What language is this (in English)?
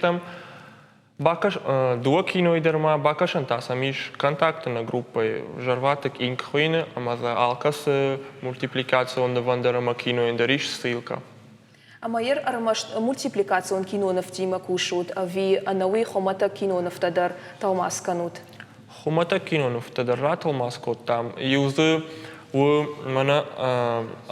Ossetic